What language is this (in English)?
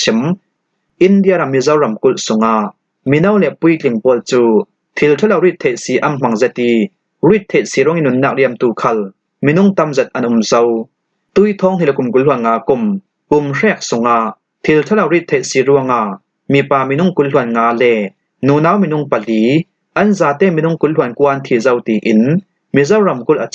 Falam Chin